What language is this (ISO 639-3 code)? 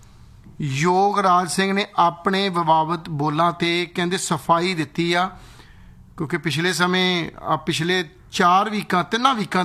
pan